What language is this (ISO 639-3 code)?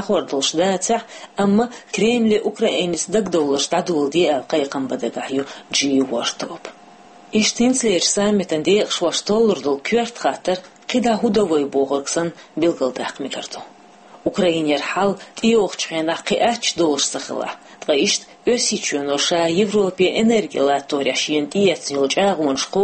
che